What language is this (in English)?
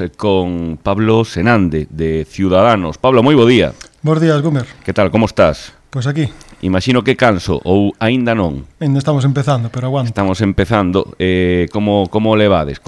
Galician